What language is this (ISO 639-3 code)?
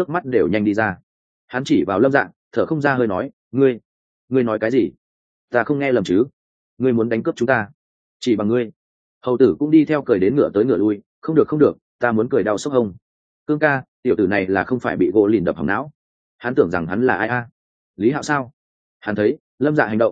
vie